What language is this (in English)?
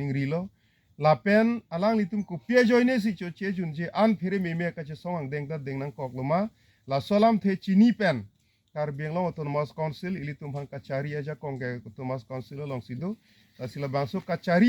Karbi